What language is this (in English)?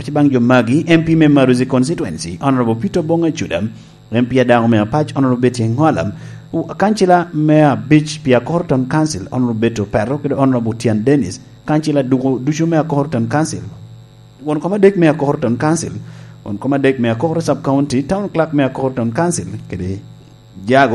Lango (Uganda)